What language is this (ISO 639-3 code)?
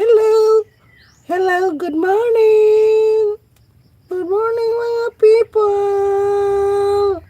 ceb